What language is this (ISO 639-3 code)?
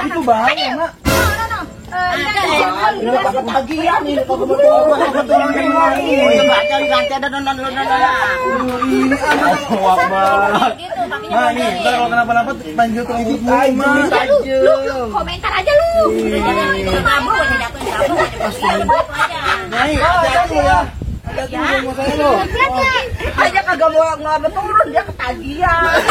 bew